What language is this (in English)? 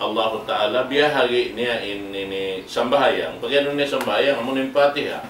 Tausug